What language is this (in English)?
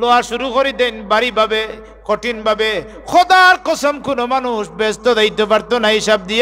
Sylheti